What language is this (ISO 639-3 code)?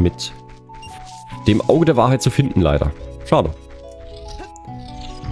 deu